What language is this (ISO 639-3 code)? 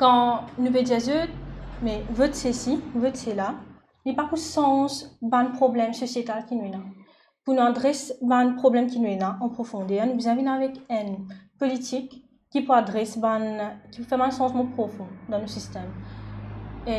mfe